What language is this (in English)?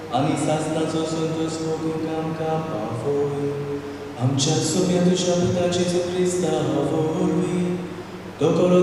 Konkani